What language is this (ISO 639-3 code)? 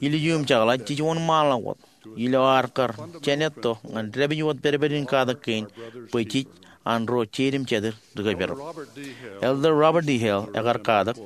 mah